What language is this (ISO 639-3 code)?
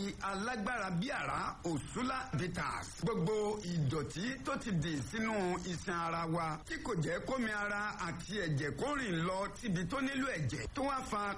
yor